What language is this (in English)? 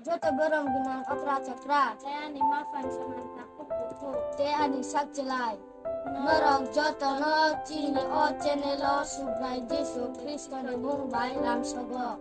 Kok Borok